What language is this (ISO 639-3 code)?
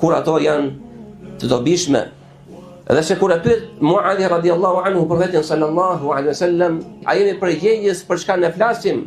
sqi